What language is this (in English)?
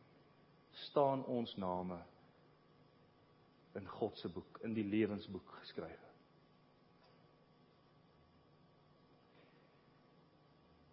Afrikaans